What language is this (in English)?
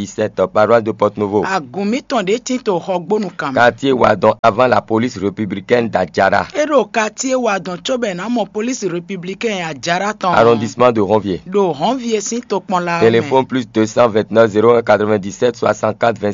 Fon